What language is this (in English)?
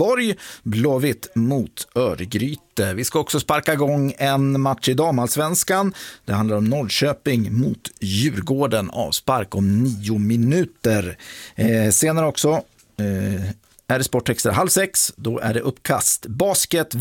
Swedish